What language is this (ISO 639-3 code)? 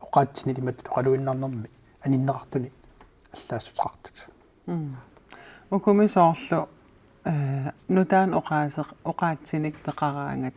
kal